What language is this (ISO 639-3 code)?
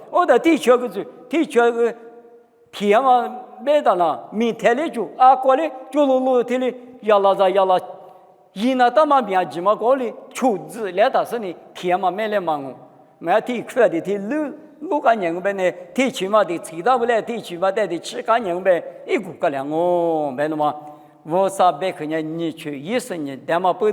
lis